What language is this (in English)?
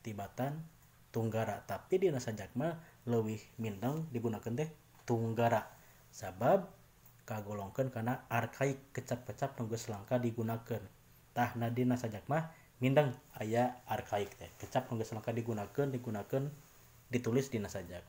Sundanese